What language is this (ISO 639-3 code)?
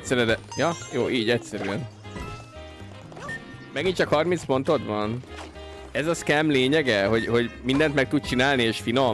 hun